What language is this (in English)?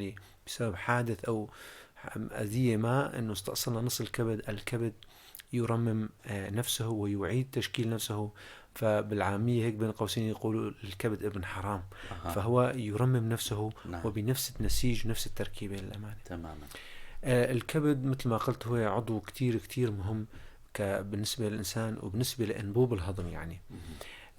North Levantine Arabic